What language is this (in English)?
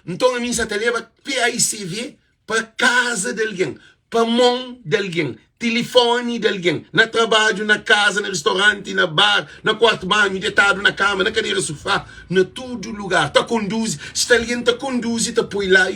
Kabuverdianu